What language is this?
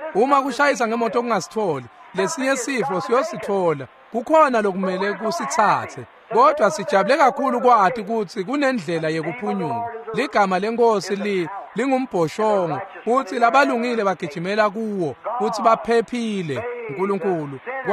Swati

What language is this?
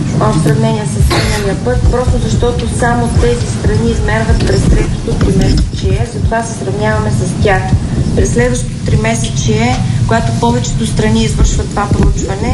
Bulgarian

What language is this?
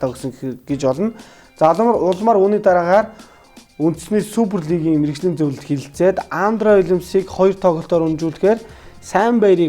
Mongolian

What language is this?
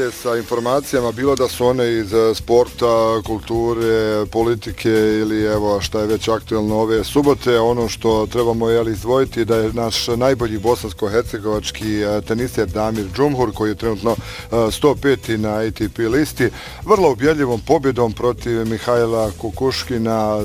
Bosnian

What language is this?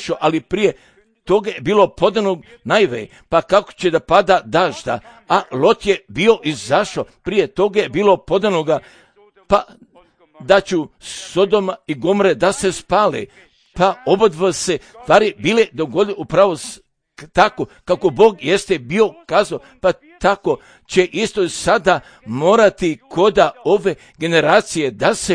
Croatian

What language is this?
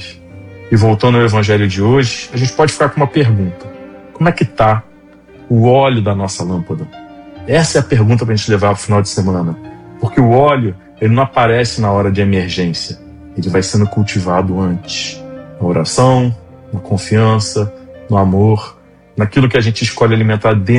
Portuguese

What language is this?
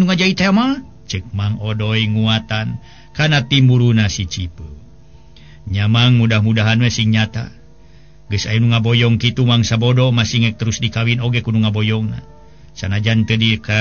Sundanese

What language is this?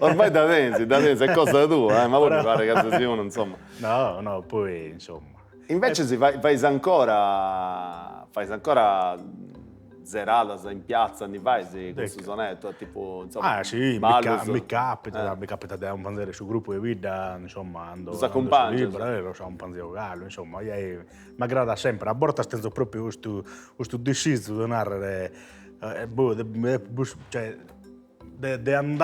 Sardinian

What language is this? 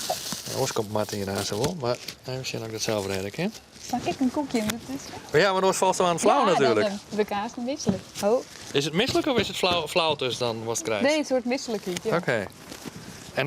Western Frisian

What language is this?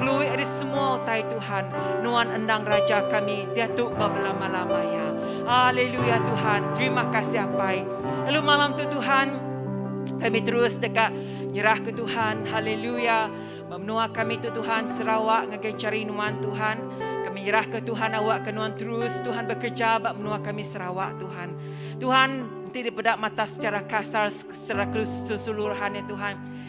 Iban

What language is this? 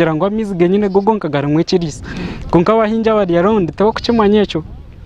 Nyankole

